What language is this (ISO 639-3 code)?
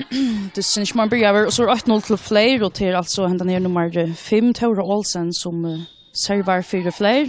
fao